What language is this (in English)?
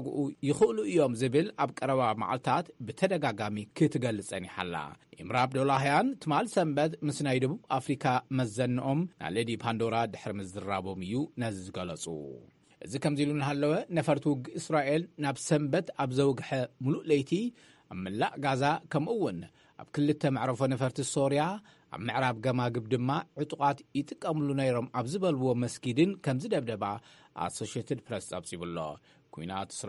Tigrinya